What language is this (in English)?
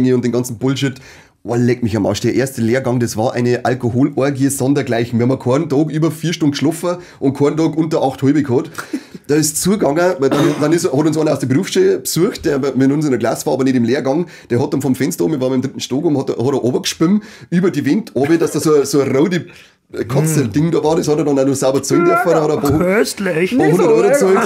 Bavarian